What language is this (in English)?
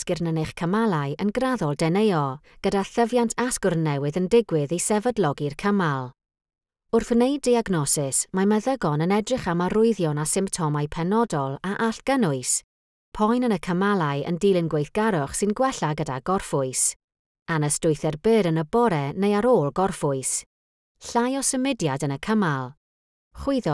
Welsh